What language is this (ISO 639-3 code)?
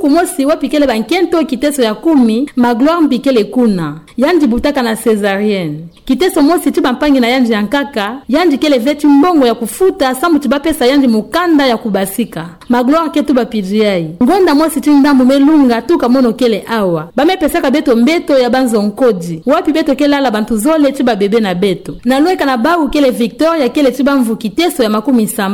ktu